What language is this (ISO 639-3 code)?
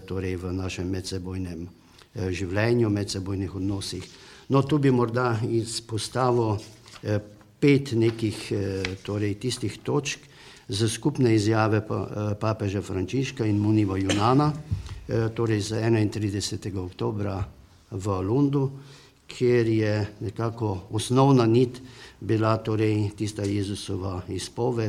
slv